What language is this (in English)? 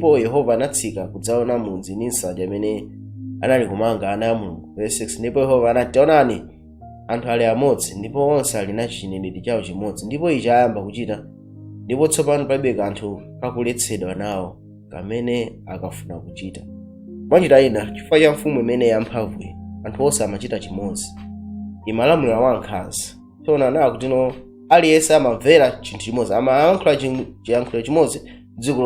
Nyanja